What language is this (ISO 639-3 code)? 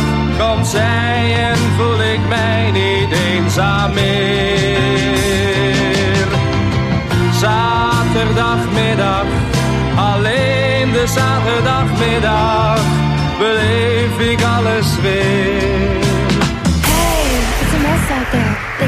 nld